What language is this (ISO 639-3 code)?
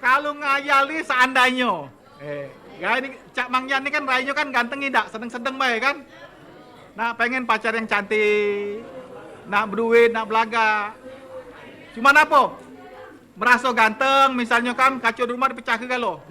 mui